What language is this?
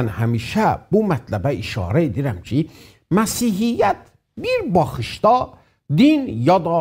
South Azerbaijani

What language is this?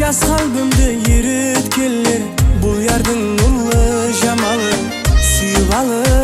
Kara-Kalpak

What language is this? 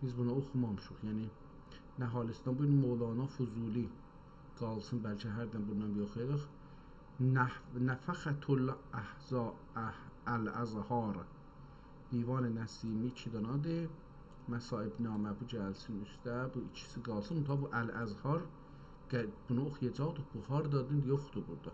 South Azerbaijani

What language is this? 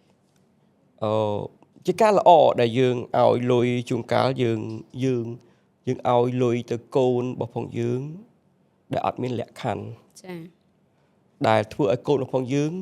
Khmer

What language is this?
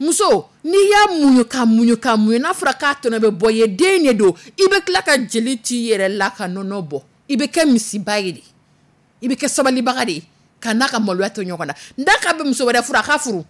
Dyula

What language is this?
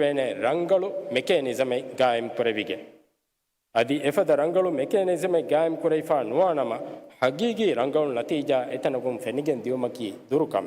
Divehi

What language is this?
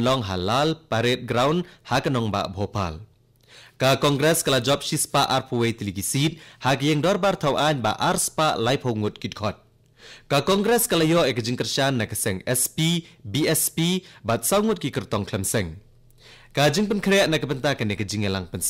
Khasi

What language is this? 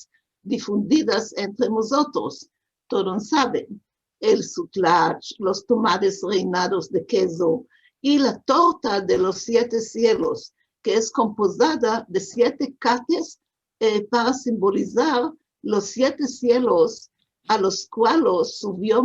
Ladino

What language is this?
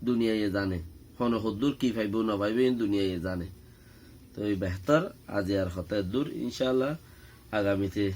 Rohingya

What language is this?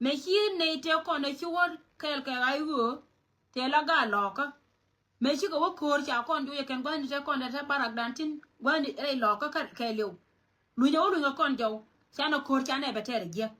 Nuer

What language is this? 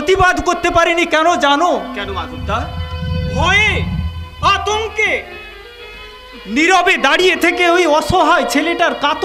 Bangla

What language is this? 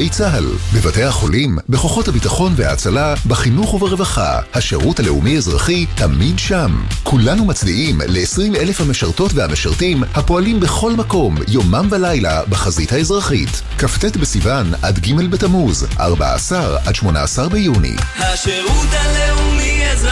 Hebrew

